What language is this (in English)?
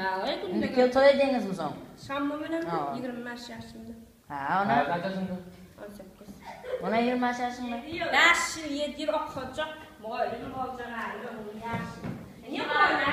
Turkmen